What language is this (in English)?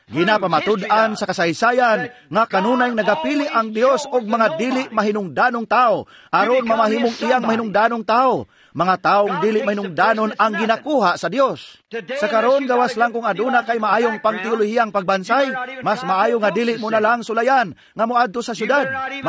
Cebuano